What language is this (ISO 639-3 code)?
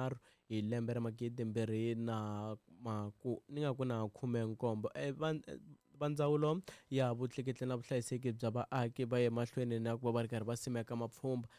tso